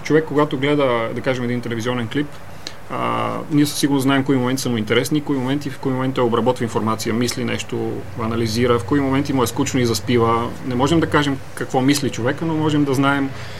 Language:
Bulgarian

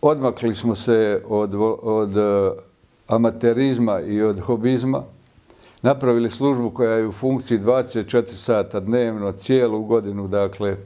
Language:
Bosnian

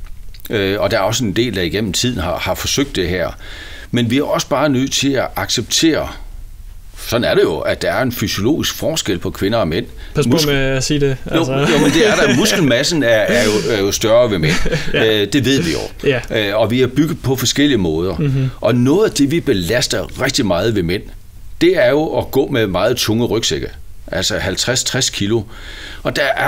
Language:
Danish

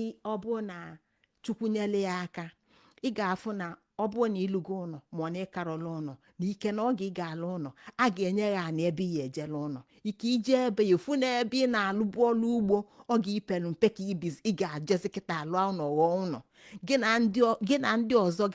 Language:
Igbo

